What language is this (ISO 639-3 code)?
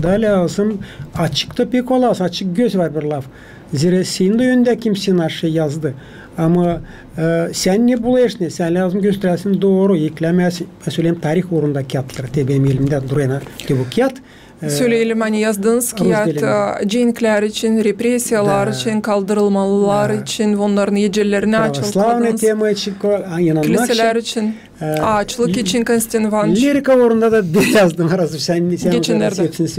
gag